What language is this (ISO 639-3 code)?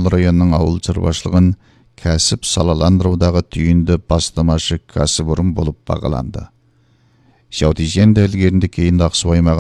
kaz